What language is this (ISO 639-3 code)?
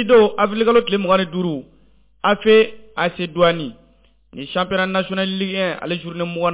bam